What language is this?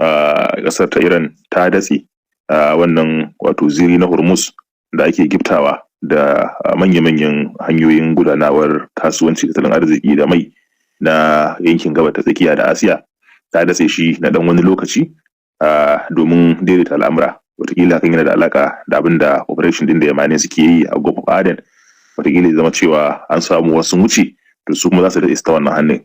Hausa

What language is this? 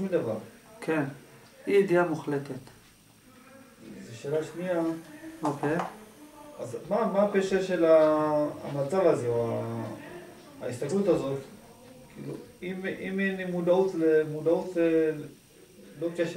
Hebrew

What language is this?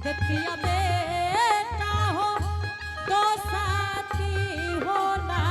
Angika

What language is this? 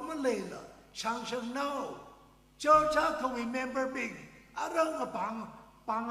Tangkhul Naga (India)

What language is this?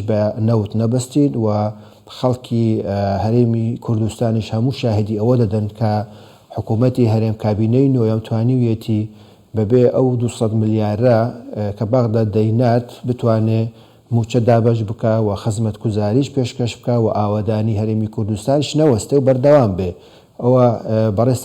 Central Kurdish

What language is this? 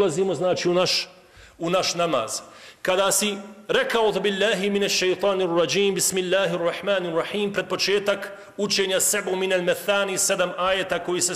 Bosnian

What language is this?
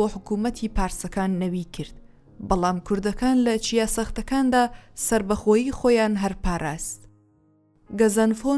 Central Kurdish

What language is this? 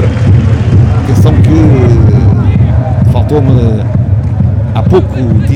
Portuguese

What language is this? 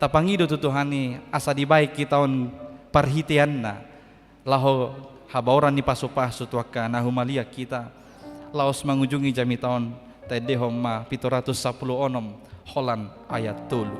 Batak Toba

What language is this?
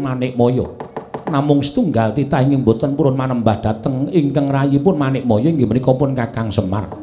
Javanese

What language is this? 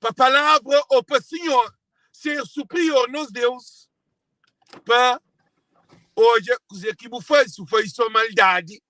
Kabuverdianu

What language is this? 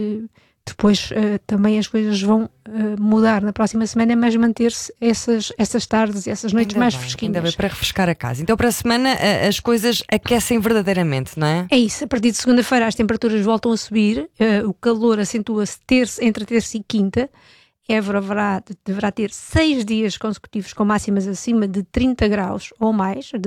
Portuguese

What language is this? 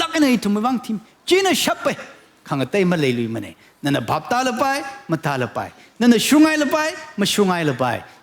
Tangkhul Naga (India)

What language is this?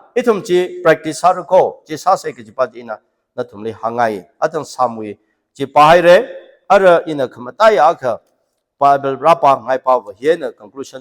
Tangkhul Naga (India)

